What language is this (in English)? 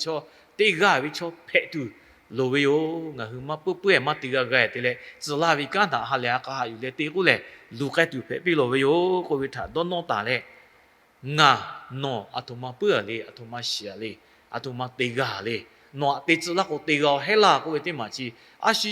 Lahu